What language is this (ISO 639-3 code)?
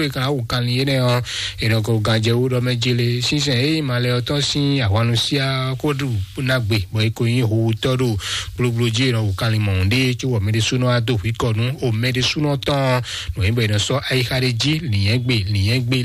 fon